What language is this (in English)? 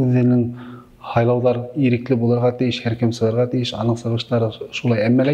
Bashkir